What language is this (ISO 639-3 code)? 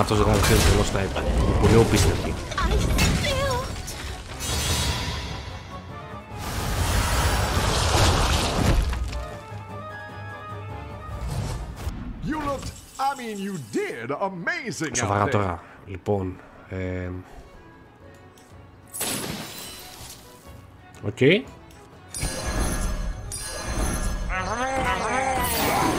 ell